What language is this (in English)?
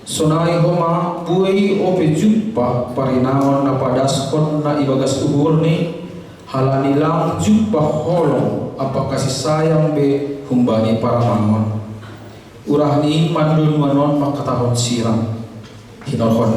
Batak Simalungun